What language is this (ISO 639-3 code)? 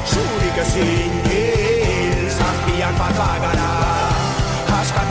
eus